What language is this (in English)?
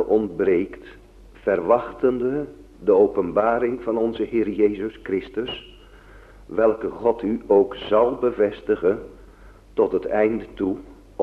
Dutch